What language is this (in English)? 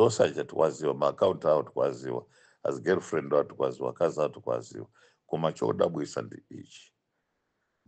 Nyanja